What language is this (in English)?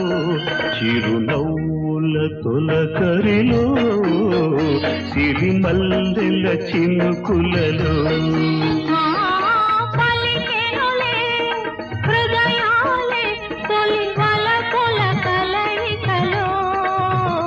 Telugu